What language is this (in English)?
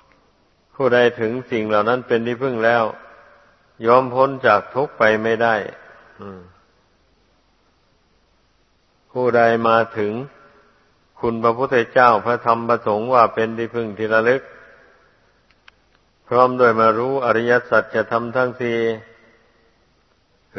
Thai